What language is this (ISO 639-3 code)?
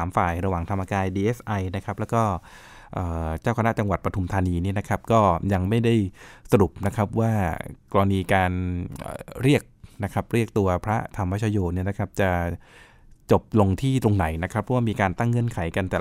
tha